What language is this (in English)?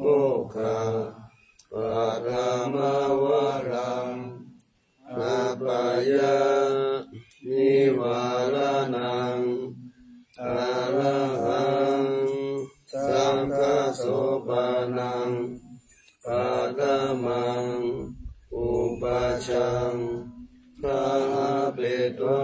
Pali